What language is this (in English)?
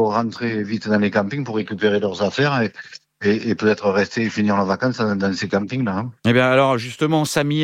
French